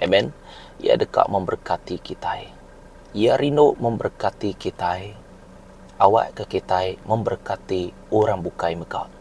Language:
Iban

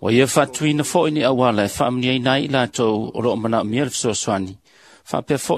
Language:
Samoan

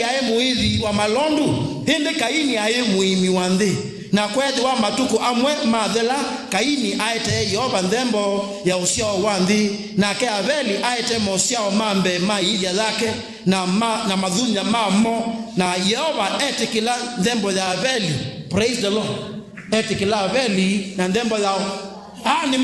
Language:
Kamba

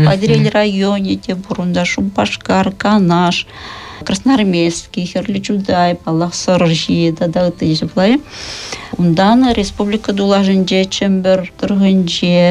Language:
Chuvash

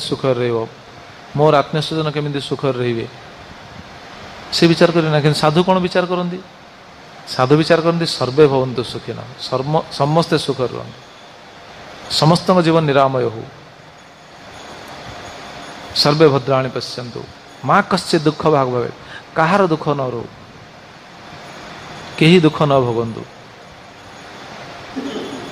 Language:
Odia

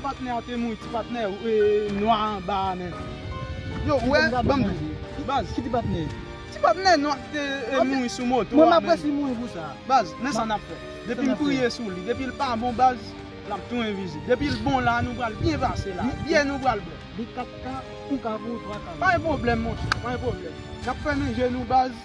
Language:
Haitian Creole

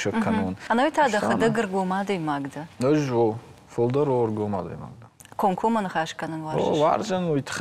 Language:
Ossetic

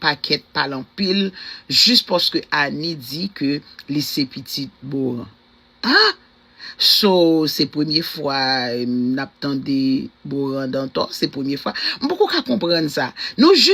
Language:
Haitian Creole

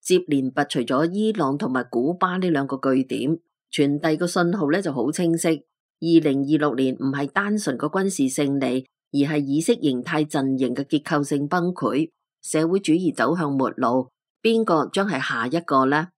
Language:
Cantonese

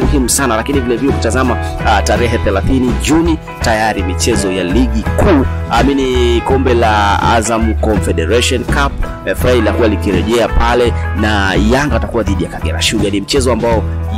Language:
Swahili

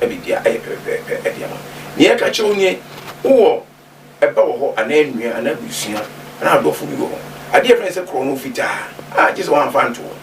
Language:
Akan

